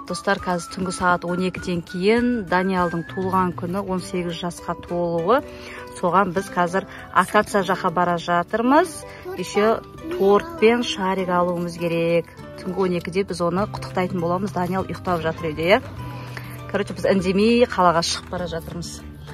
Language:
Kazakh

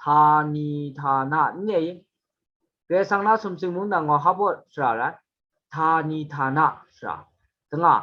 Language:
Kachin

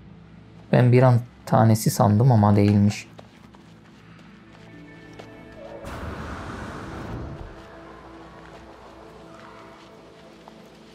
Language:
Turkish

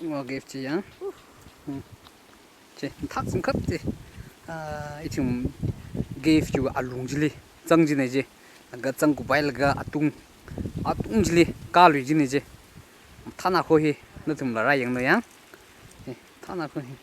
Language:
Tangkhul Naga (India)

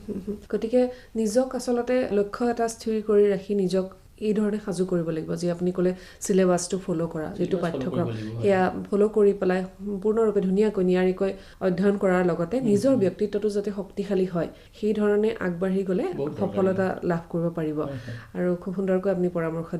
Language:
Assamese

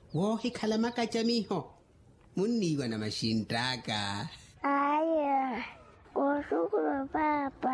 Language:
Makhuwa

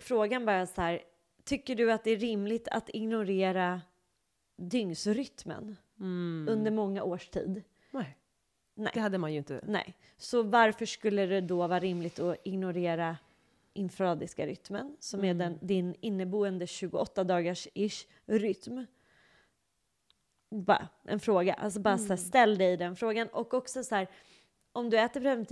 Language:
Swedish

